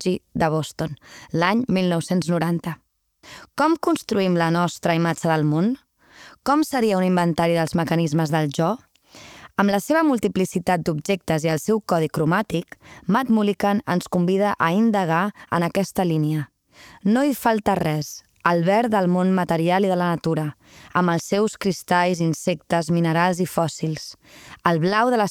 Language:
Catalan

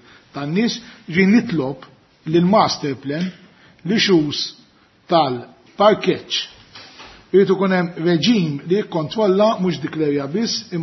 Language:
Maltese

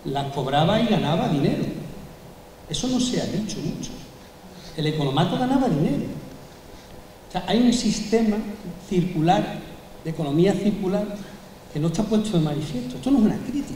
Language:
Spanish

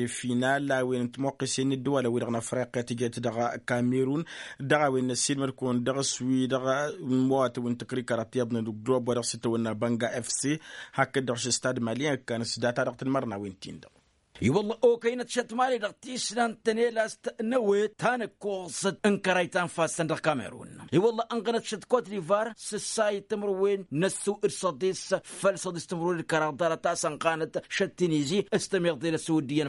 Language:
Tamasheq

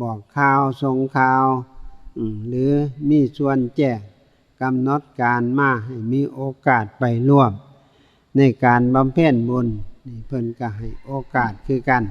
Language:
Northeastern Thai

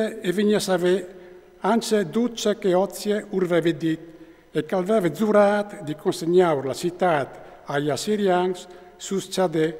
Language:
Friulian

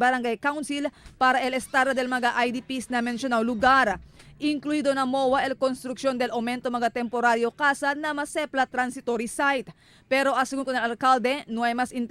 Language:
Chavacano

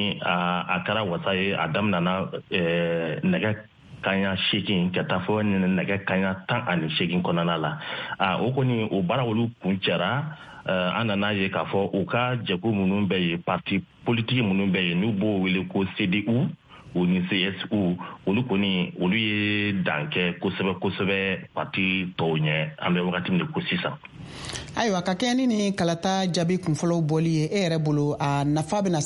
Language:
Bambara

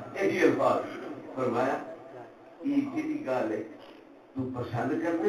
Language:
Saraiki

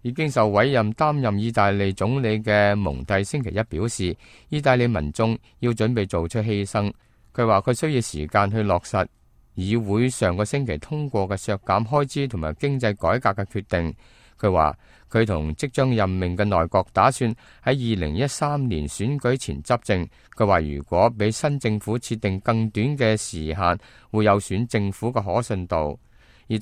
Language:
Cantonese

